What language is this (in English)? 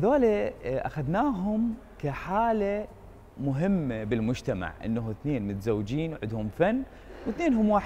Mesopotamian Arabic